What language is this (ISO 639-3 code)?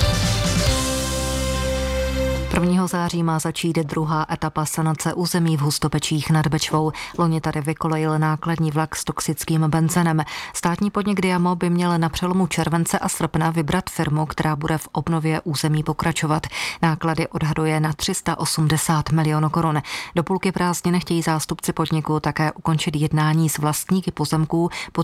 ces